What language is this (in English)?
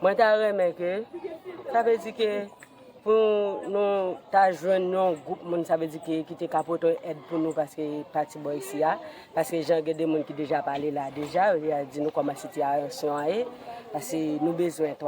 Haitian Creole